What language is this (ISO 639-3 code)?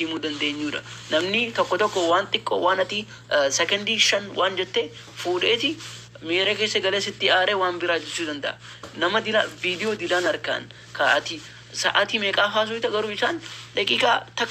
orm